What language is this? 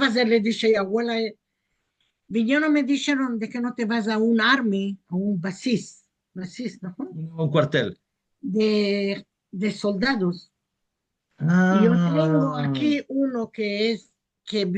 Ladino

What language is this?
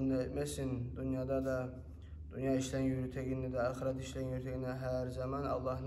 Kumyk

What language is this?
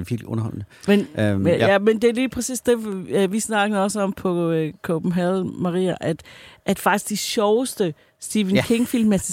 Danish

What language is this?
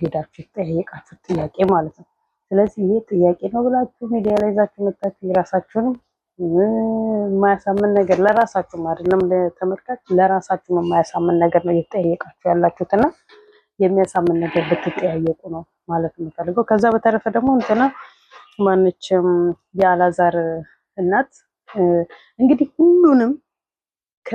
Amharic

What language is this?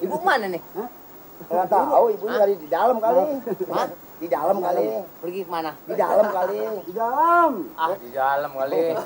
Betawi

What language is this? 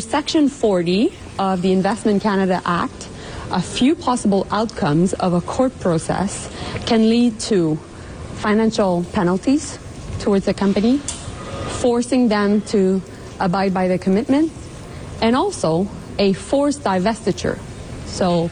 English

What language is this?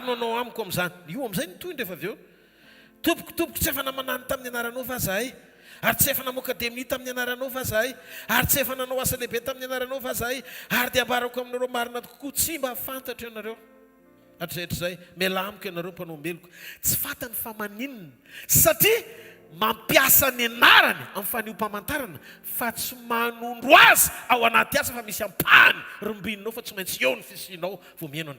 Malagasy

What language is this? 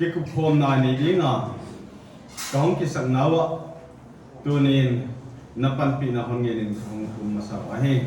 Paite Chin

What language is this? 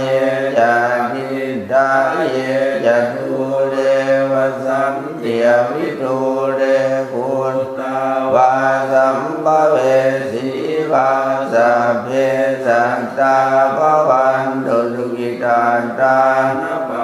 Pali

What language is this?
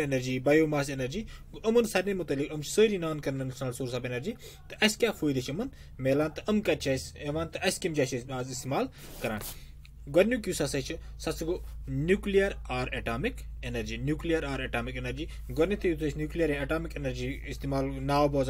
Kashmiri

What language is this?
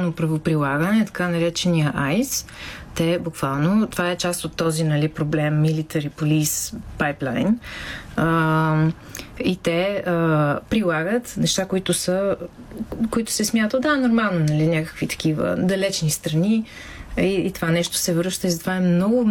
Bulgarian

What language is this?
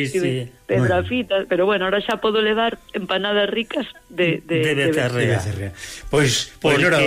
Galician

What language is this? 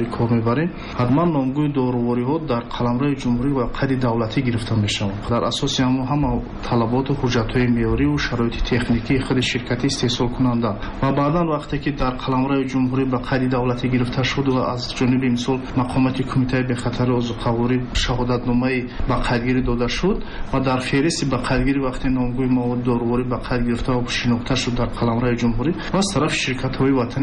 Tajik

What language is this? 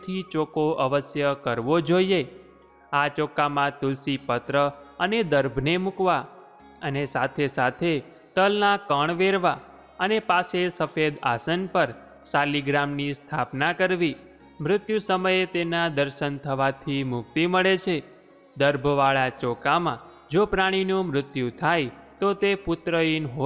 Gujarati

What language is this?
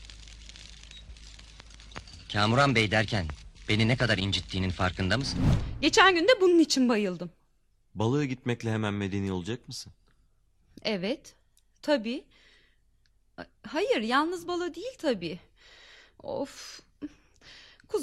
Turkish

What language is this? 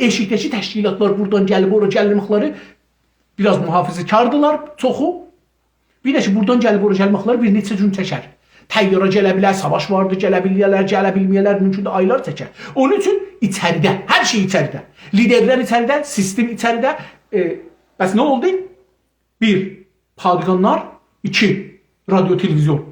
South Azerbaijani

